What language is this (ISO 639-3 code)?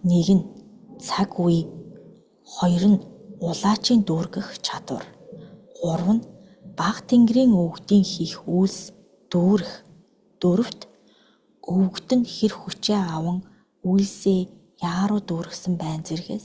mon